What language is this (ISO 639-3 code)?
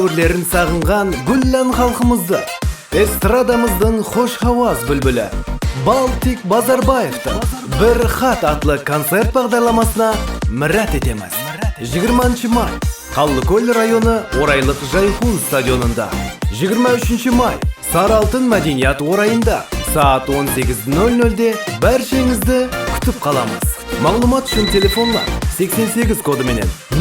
kaa